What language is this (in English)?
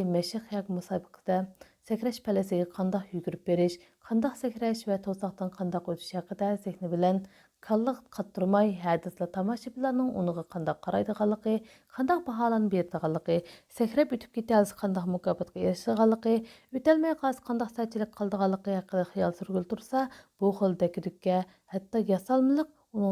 Uyghur